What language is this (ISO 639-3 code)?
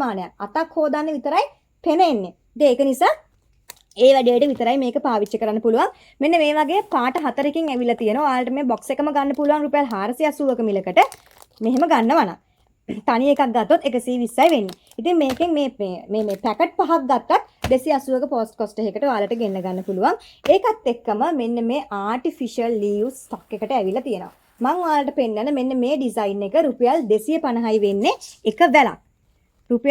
sin